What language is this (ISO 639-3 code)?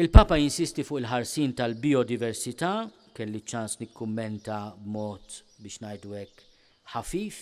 mlt